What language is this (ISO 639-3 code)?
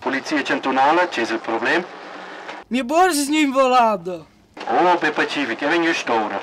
roh